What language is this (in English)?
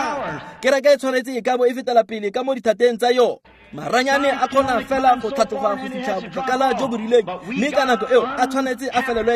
Tswana